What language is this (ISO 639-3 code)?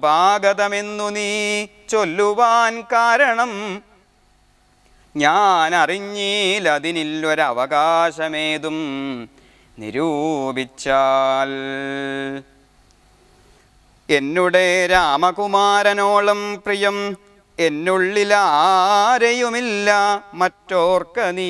mal